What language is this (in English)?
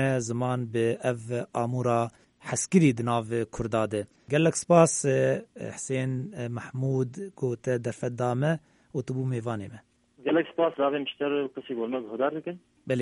Kurdish